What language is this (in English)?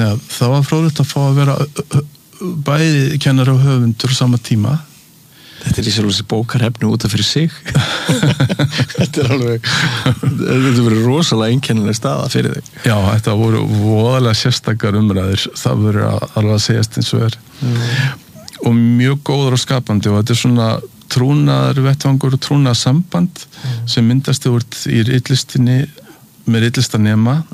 Icelandic